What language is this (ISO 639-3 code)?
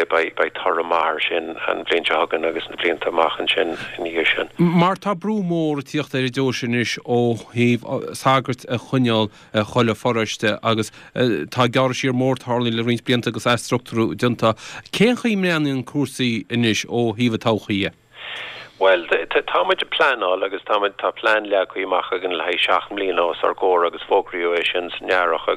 gle